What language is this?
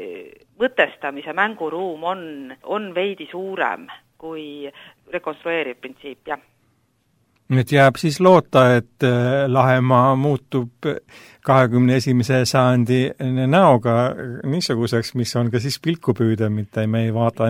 Estonian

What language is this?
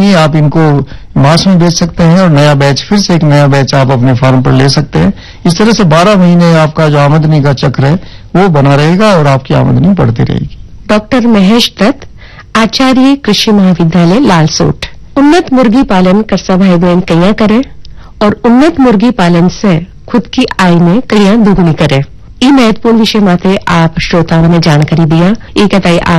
Hindi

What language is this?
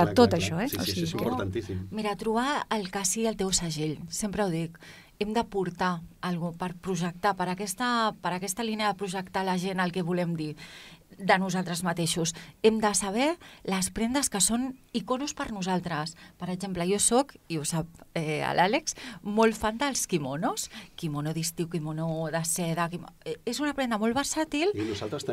Catalan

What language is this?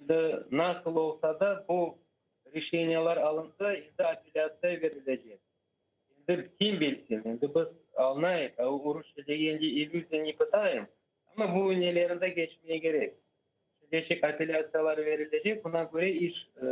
Crimean Tatar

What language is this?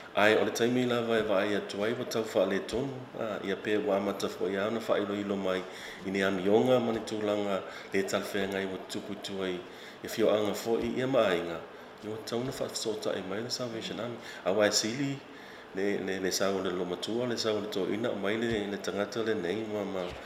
Samoan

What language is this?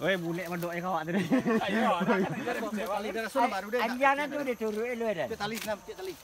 Minangkabau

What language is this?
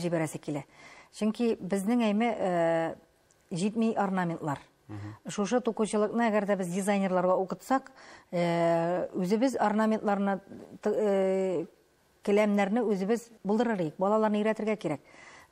Tatar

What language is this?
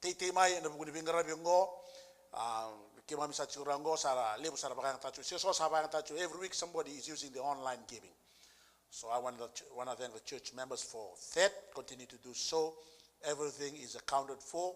Fijian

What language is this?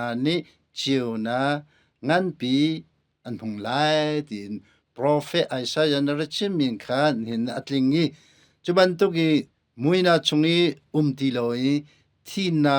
Hakha Chin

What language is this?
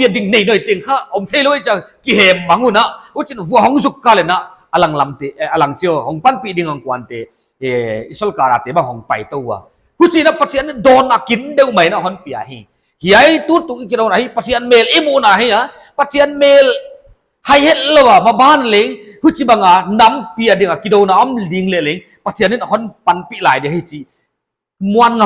Paite Chin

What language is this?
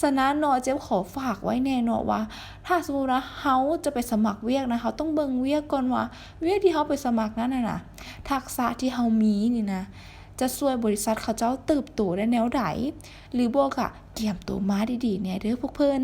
Lao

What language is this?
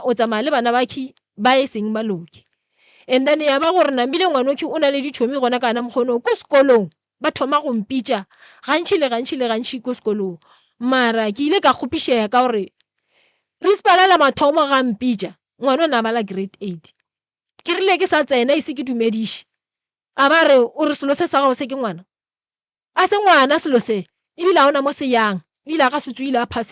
Northern Sotho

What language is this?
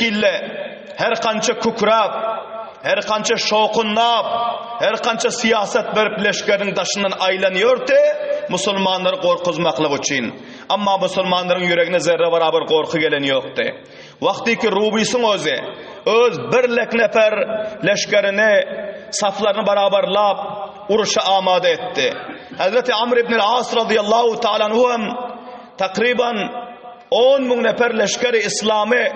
Turkmen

